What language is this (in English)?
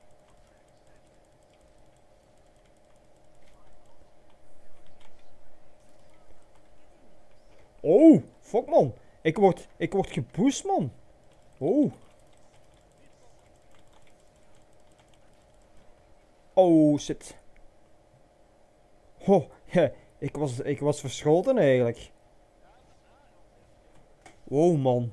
Dutch